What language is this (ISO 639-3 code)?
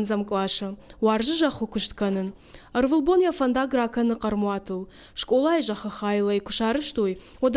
oss